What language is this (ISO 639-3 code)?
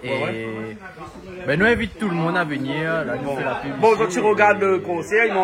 rcf